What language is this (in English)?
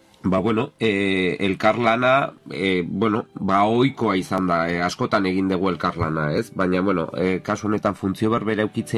Basque